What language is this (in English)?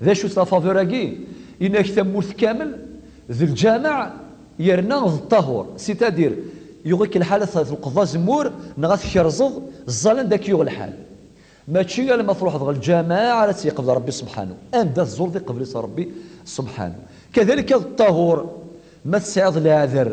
Kabyle